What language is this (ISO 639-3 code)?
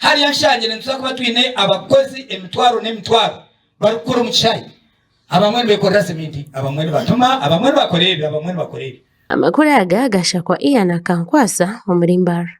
nyn